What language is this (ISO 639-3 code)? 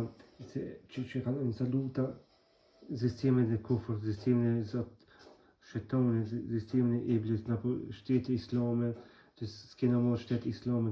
sqi